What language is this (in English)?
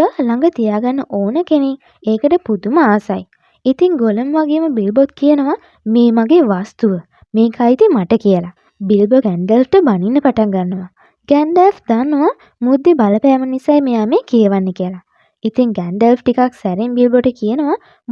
Sinhala